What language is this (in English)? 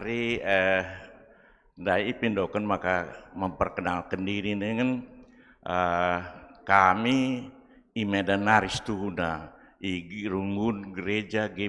Batak Karo